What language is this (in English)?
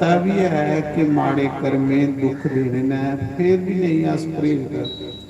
Dogri